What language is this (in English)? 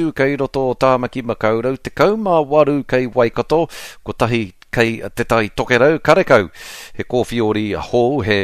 Māori